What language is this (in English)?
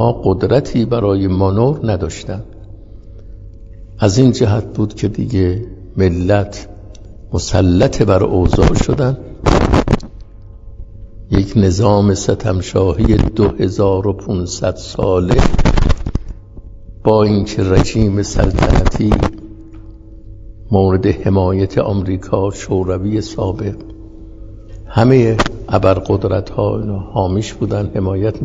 Persian